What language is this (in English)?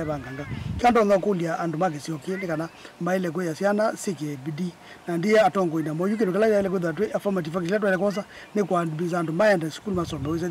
Kamba